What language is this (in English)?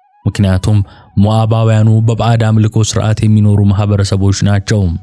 Amharic